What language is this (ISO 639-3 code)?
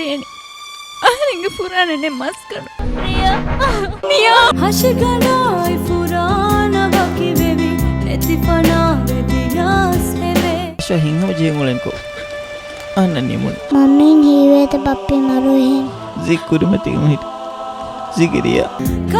div